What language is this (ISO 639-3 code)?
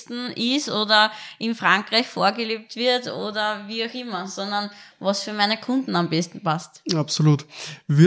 deu